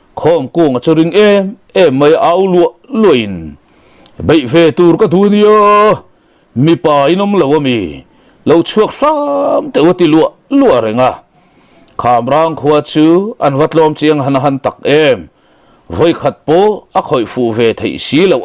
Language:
Mizo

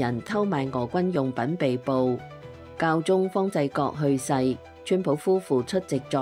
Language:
Cantonese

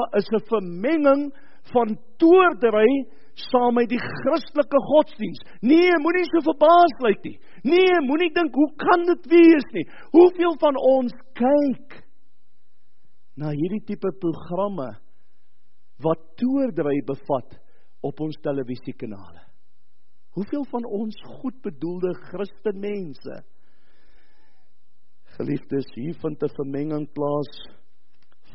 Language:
Afrikaans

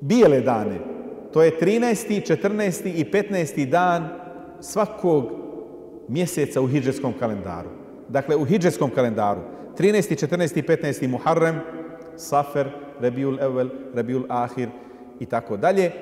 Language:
Bosnian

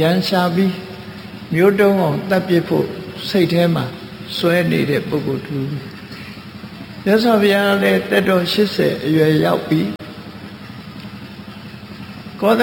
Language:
Burmese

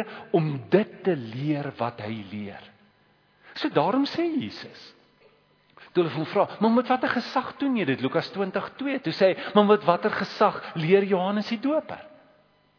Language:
Afrikaans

